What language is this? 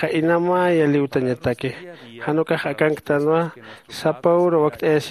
Aymara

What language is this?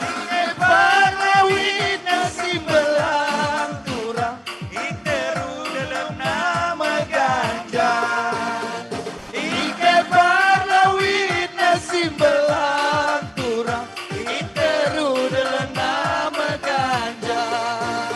Batak Karo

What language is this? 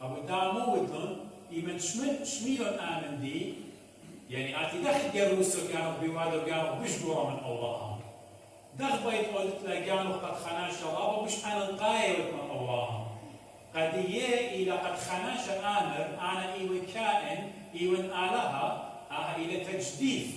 Assyrian Neo-Aramaic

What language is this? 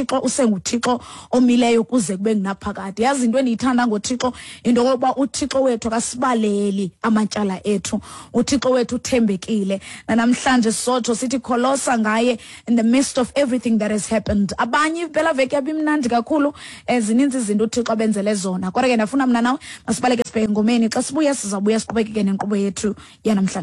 Xhosa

